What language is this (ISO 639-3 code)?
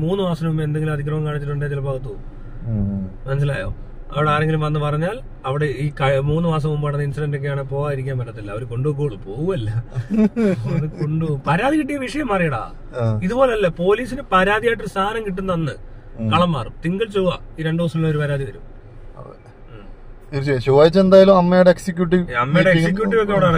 mal